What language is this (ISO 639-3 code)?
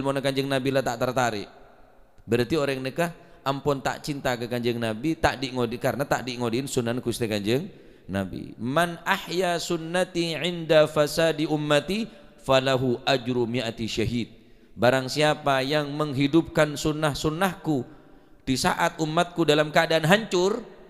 mad